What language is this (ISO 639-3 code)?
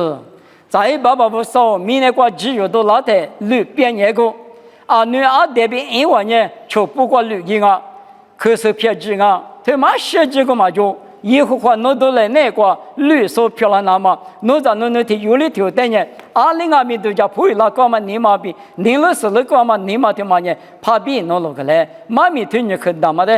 lis